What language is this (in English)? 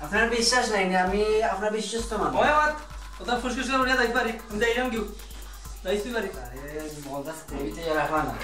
Sylheti